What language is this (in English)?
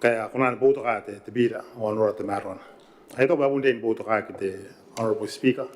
Gilbertese